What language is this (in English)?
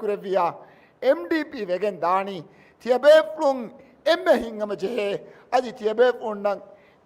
Divehi